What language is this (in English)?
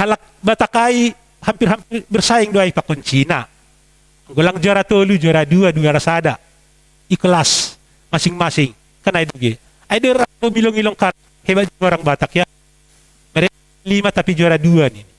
Batak Simalungun